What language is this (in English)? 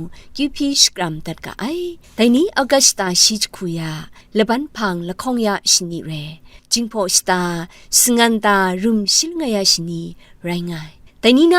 Kachin